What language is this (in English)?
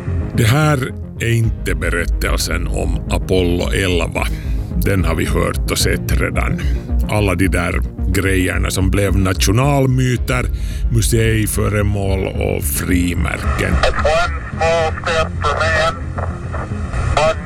Swedish